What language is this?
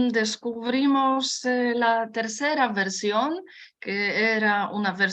Ladino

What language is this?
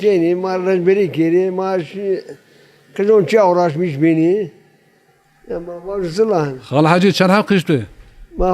Zaza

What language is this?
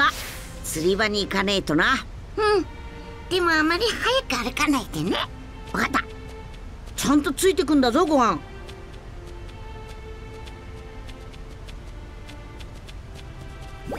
Japanese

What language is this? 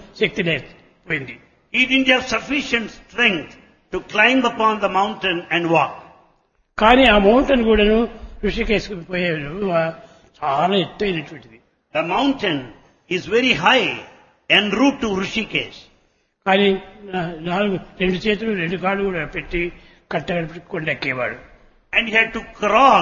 Telugu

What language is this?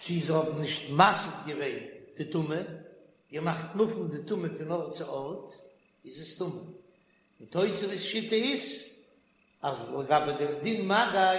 Yiddish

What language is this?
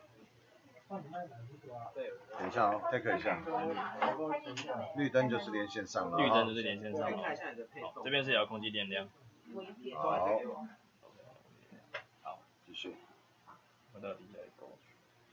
Chinese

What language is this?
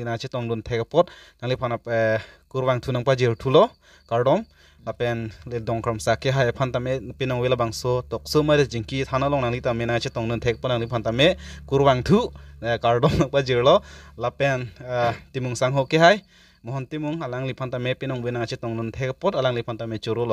Karbi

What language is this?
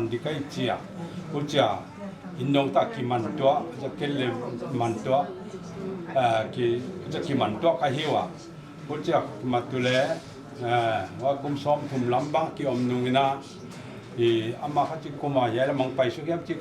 Paite Chin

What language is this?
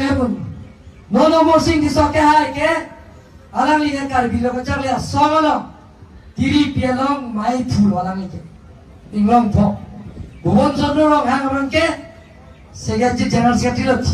Karbi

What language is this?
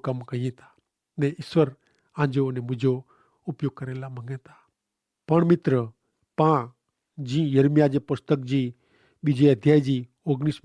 Kachhi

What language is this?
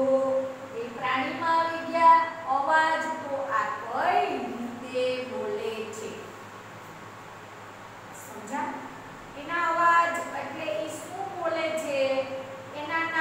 Gujarati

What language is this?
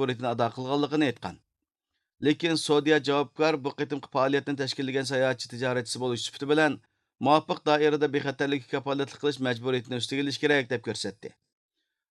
Uyghur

